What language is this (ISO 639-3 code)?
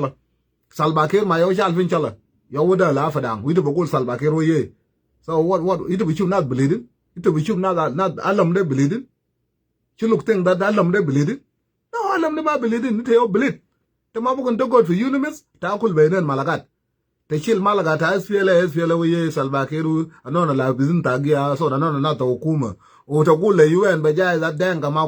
nus